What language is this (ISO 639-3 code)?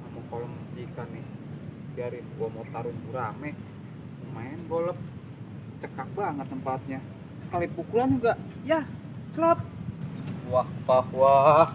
bew